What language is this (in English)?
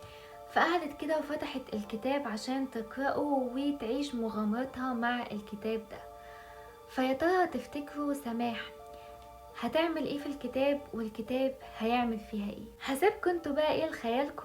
Egyptian Arabic